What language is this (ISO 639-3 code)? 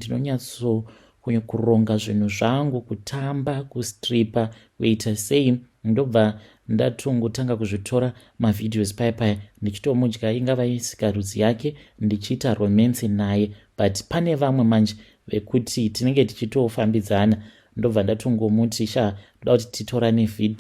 sna